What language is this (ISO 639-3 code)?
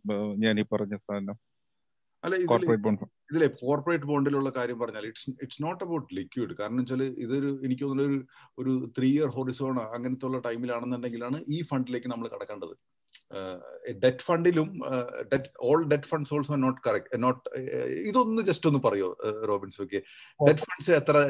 mal